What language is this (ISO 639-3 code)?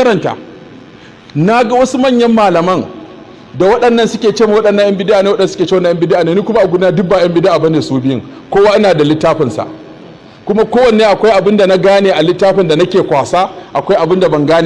hau